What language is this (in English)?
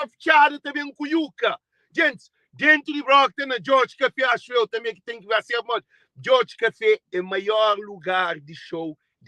Kabuverdianu